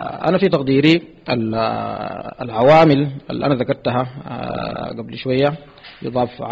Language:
Sudanese Arabic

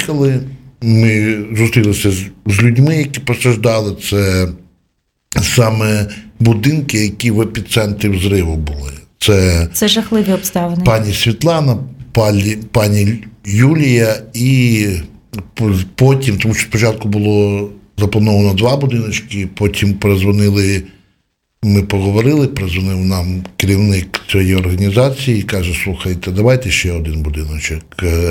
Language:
Ukrainian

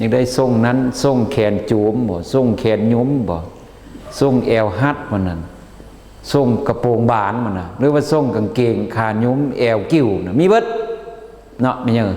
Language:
Lao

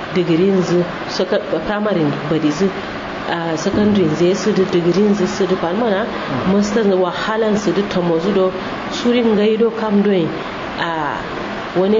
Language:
Kanuri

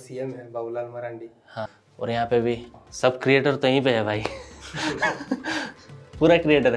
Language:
Santali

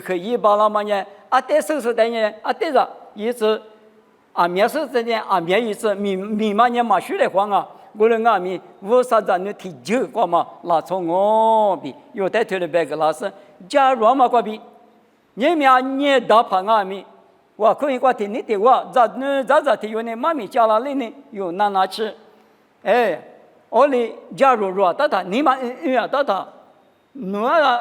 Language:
Lisu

